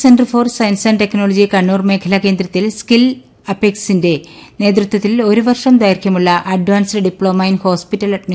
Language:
Malayalam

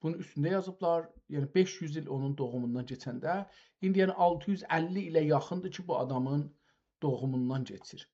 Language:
South Azerbaijani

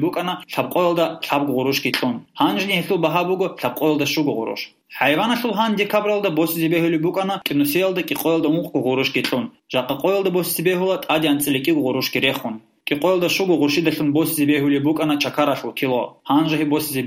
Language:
Avaric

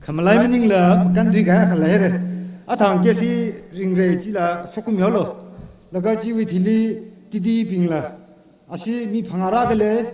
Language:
Tangkhul Naga (India)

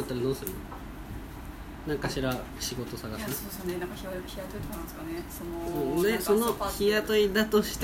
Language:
Japanese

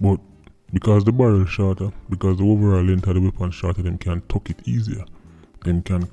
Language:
Jamaican Creole English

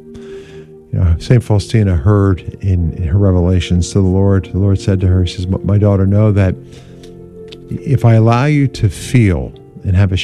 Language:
English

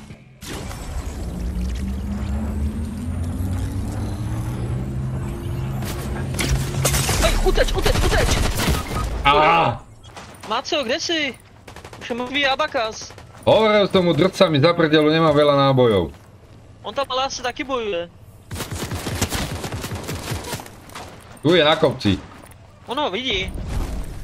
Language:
Slovak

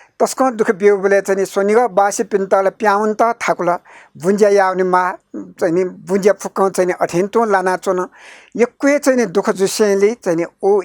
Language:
Newari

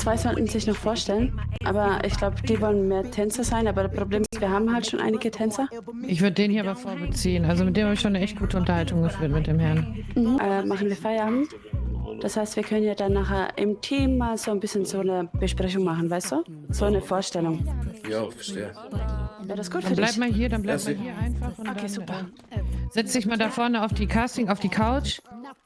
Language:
Swiss German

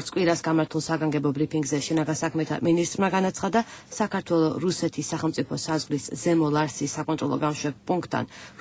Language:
Georgian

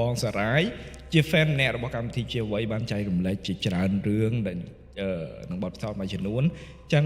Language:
Khmer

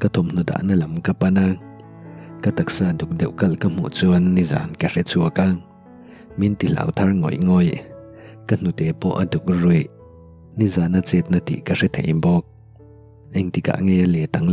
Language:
Mizo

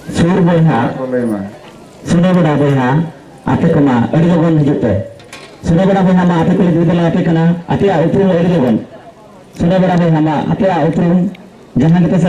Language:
Santali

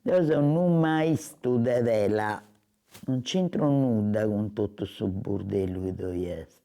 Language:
Sardinian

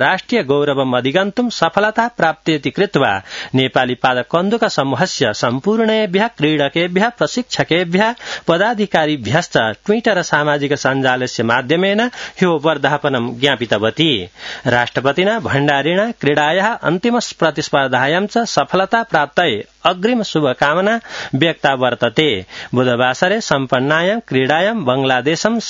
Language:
Sanskrit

